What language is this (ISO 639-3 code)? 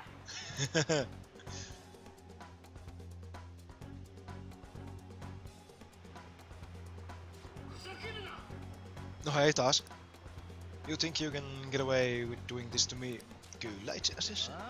fin